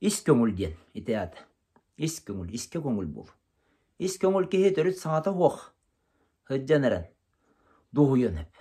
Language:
Yakut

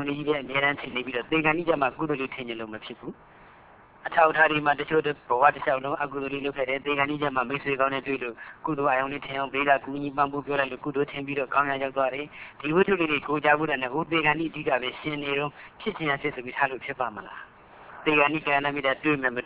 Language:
Burmese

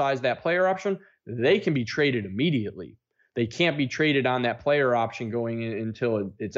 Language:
English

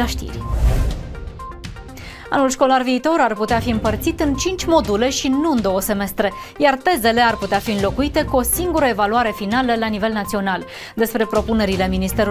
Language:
Romanian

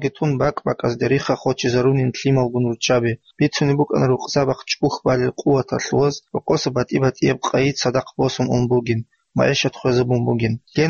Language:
Avaric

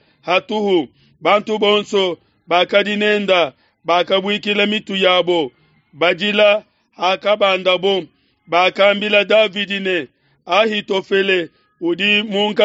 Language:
Luba-Lulua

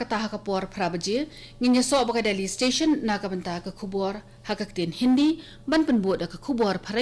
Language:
Khasi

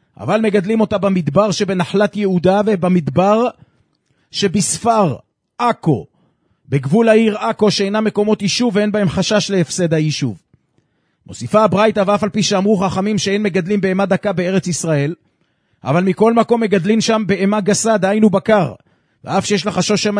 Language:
Hebrew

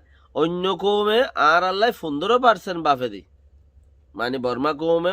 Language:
Rohingya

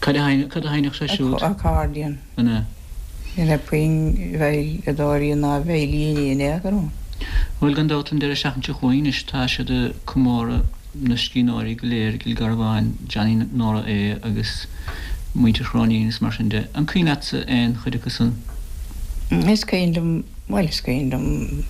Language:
Irish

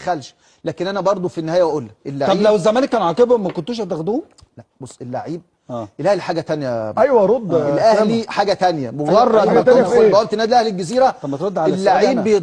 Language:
Egyptian Arabic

